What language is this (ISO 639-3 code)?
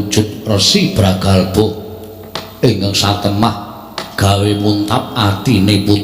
jav